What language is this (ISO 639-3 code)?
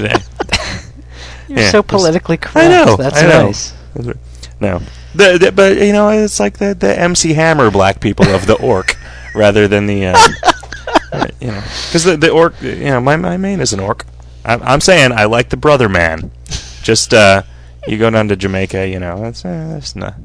eng